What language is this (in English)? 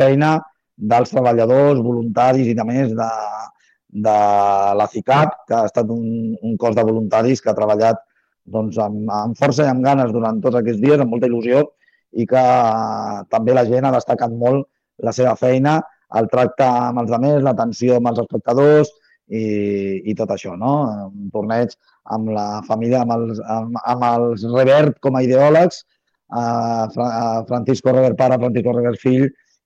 Catalan